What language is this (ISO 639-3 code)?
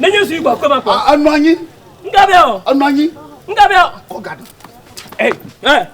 ewe